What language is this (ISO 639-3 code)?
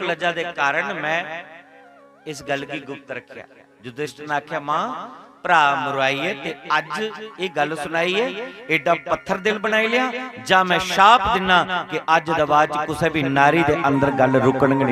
doi